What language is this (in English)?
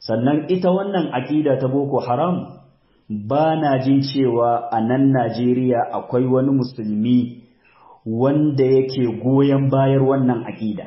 Hausa